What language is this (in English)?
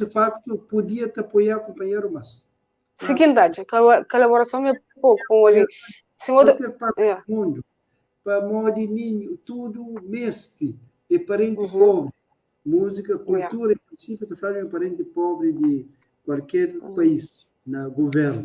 Kabuverdianu